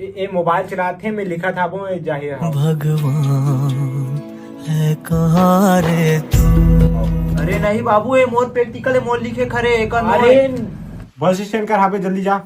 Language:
Chhattisgarhi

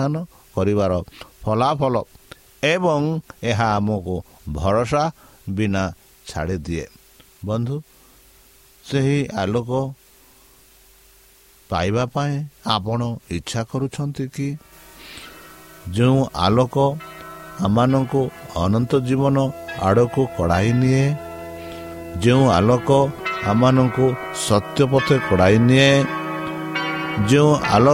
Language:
Odia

